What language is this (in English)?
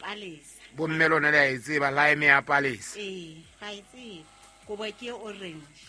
Southern Sotho